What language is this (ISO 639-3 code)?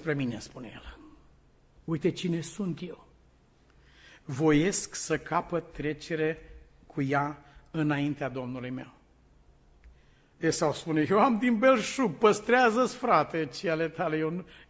ron